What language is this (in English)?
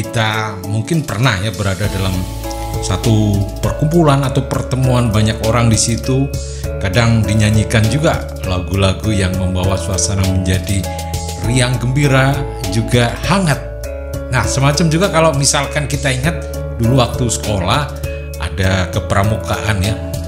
Indonesian